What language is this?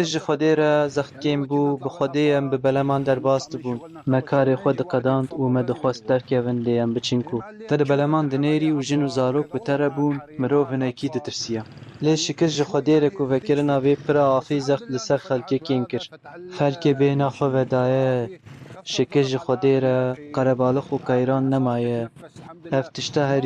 Kurdish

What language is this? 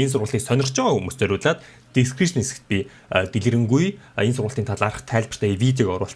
Mongolian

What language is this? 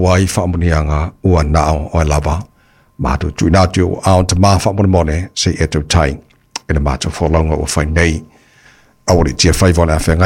Samoan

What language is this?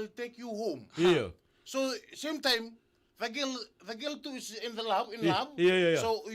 Fijian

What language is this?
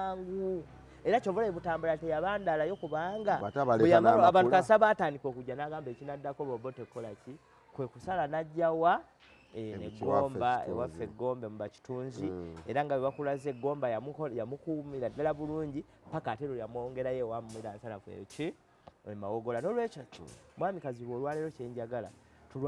Ganda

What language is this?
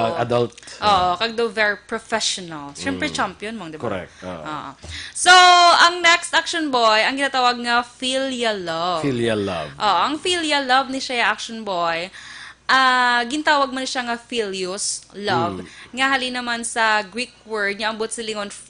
Hiligaynon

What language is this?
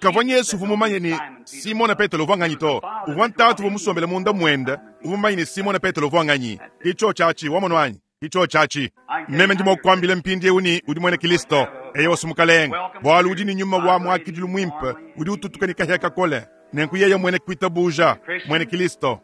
Luba-Lulua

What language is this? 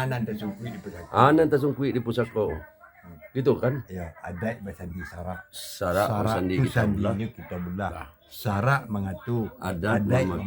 Minangkabau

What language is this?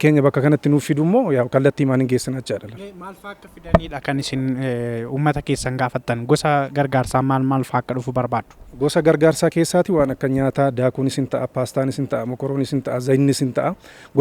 Oromo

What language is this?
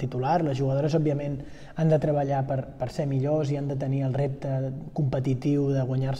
Catalan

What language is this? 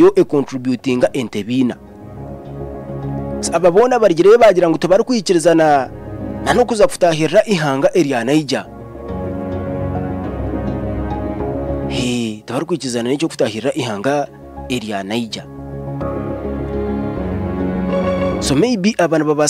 Kinyarwanda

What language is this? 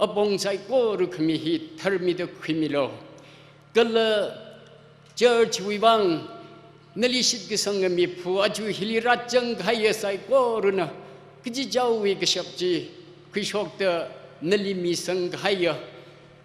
Tangkhul Naga (India)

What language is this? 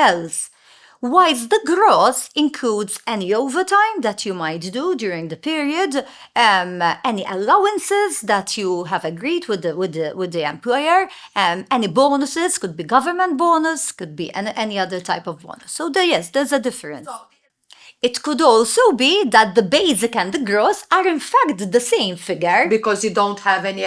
English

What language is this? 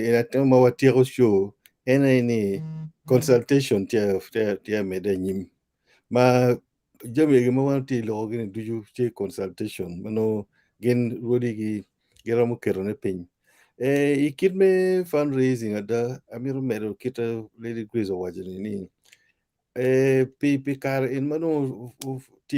Acoli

